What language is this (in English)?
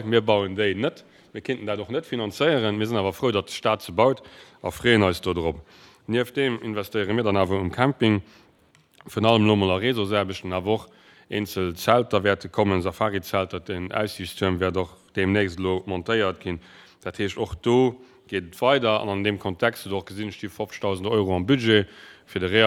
Luxembourgish